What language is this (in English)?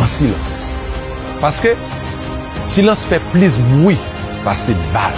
Haitian Creole